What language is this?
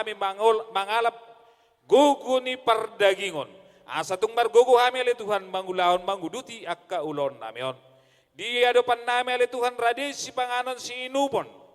Batak Toba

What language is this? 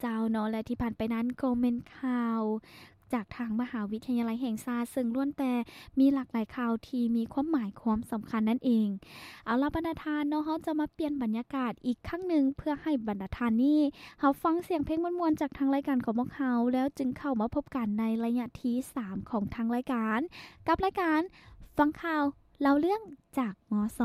Lao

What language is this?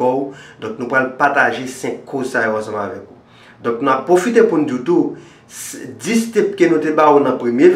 Haitian Creole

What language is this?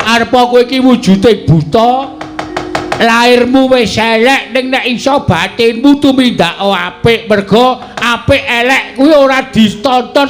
Javanese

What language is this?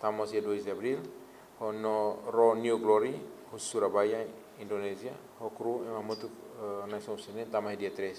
Tetum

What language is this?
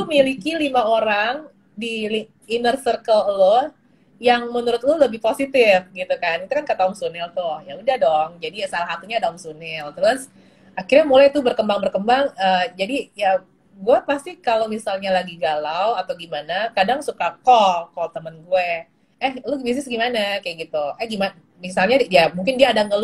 Indonesian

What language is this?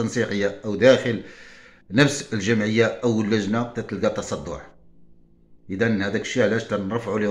Moroccan Arabic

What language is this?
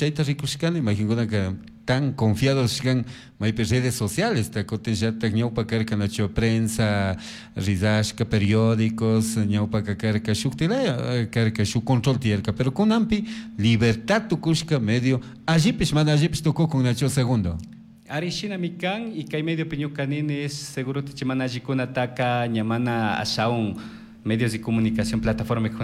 Chimborazo Highland Quichua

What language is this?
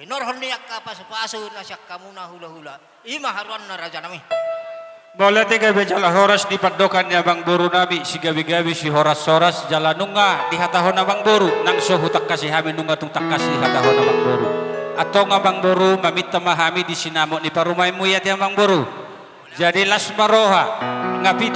Batak Toba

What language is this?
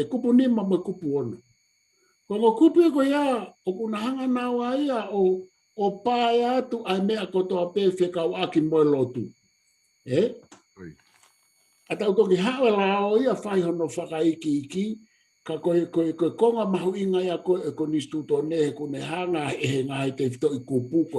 Tongan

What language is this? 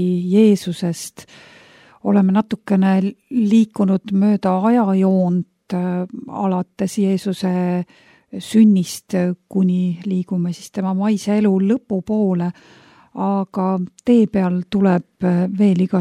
Estonian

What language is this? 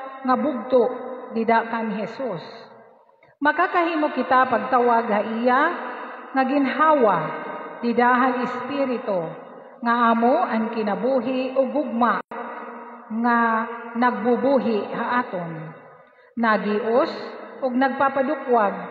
Waray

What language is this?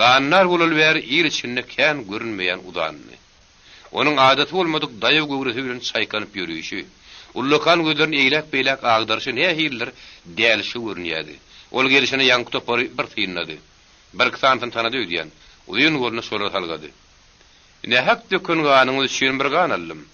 Turkmen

